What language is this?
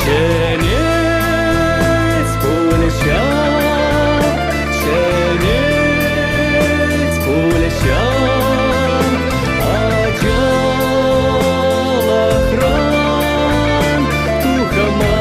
Chuvash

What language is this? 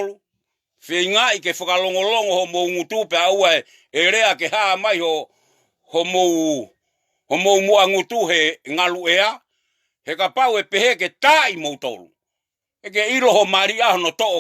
Tongan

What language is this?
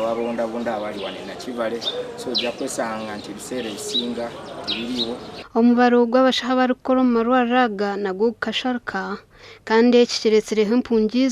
Nyankole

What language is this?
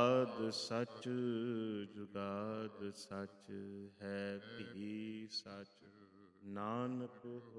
Punjabi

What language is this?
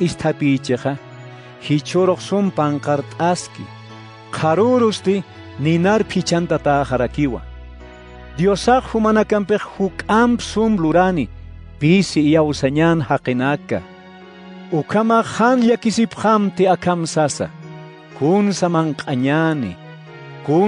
Aymara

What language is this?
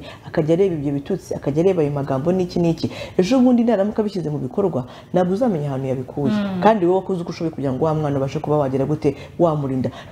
Kinyarwanda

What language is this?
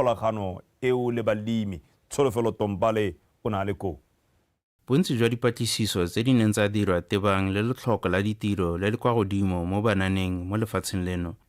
Tswana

